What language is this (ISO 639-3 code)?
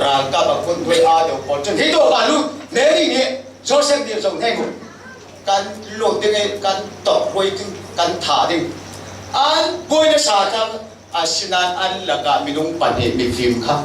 cfm